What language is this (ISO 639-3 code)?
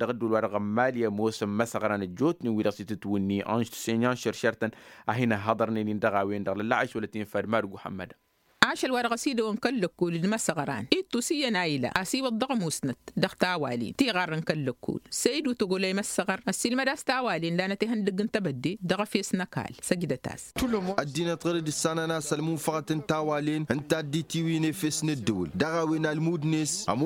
taq